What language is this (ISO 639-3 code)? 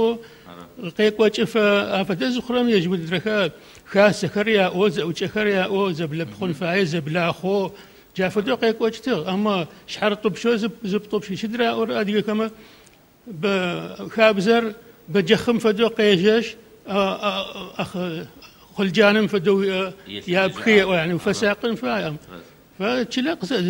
ady